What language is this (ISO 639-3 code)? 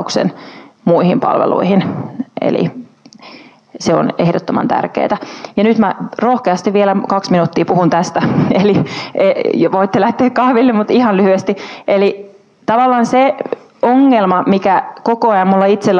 fin